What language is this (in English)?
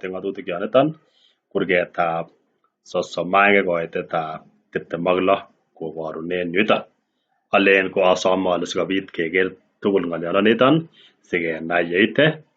Kalenjin